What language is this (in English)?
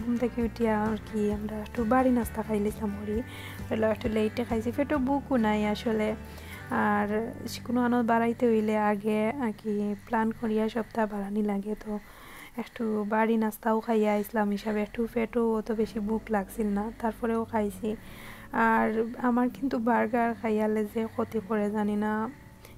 Sylheti